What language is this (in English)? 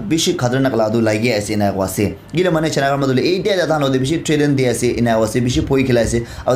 Naga Pidgin